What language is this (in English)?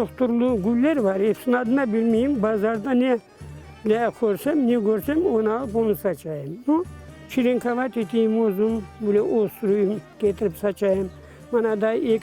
Crimean Tatar